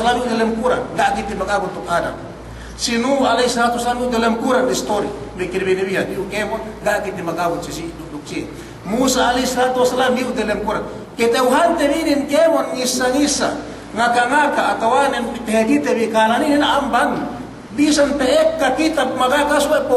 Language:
Yakan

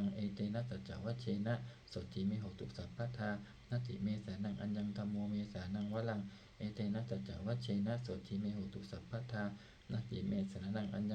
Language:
Pali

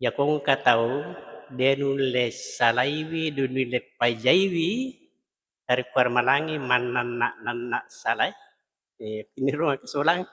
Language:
Buginese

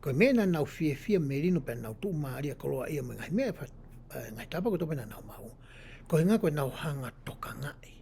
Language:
Tongan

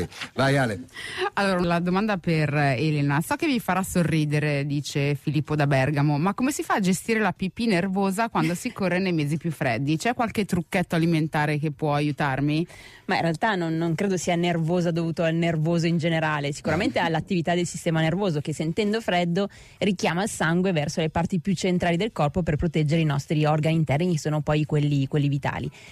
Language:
Italian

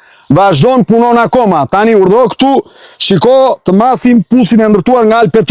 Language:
Albanian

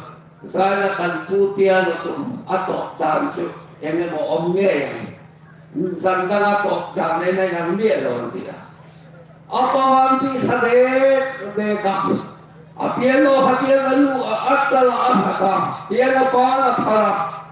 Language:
Hmar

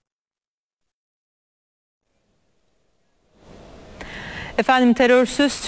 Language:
Turkish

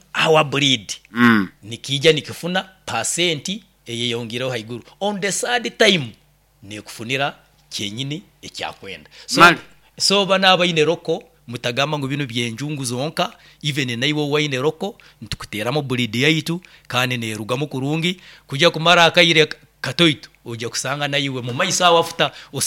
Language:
Nyoro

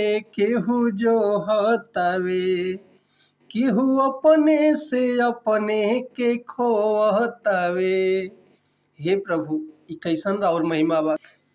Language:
Bhojpuri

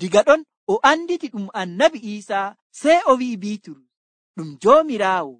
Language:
Nigerian Fulfulde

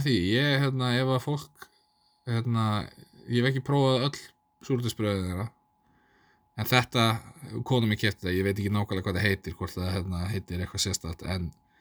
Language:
Icelandic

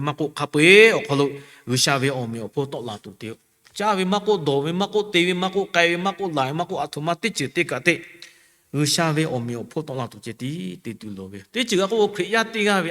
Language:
Lahu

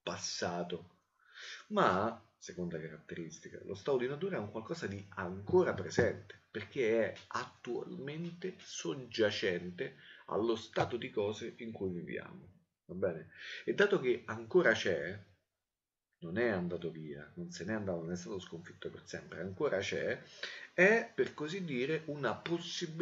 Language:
Italian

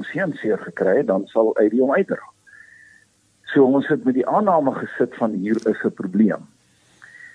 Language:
Afrikaans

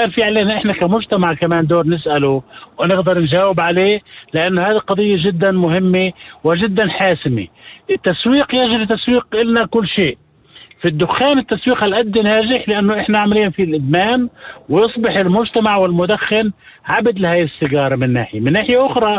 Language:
North Levantine Arabic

